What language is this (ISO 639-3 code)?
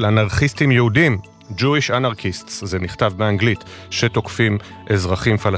heb